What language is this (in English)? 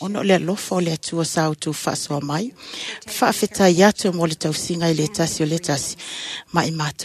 Samoan